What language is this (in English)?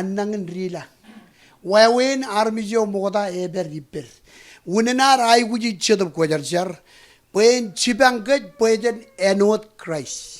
Marshallese